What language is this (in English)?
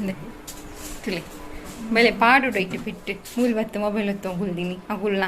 Tulu